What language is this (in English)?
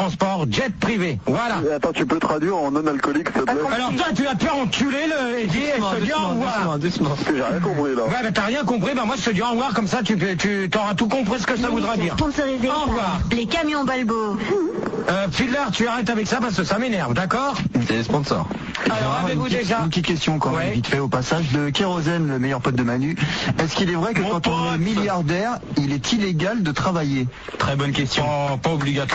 French